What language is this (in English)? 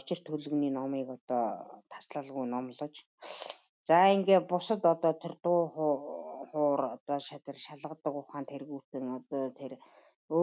Mongolian